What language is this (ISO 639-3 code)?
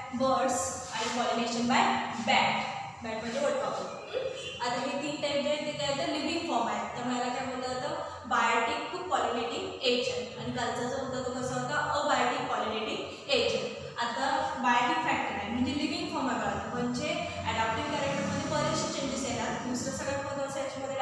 mar